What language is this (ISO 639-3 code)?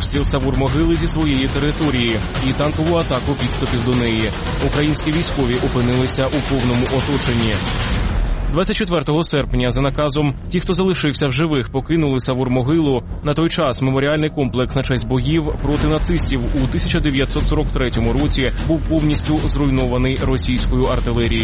ukr